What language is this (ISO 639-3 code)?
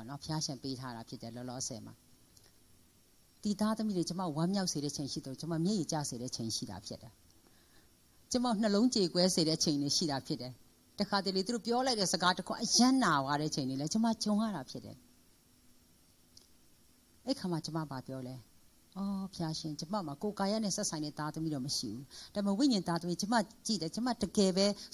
mya